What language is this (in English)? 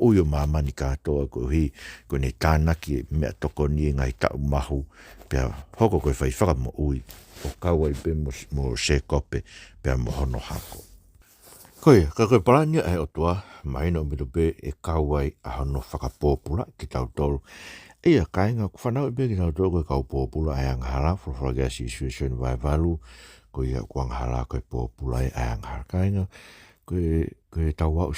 Tongan